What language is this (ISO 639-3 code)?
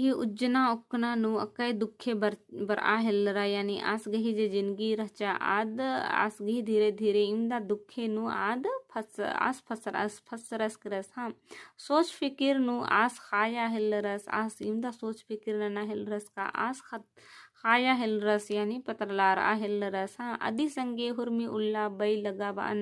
kru